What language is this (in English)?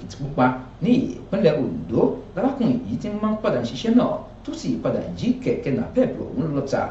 Yoruba